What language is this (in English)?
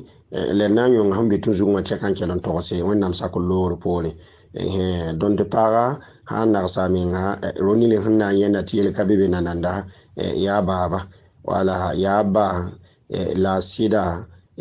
Mossi